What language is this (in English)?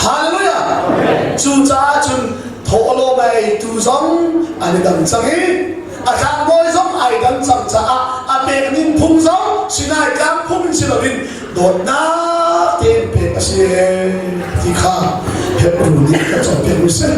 Hakha Chin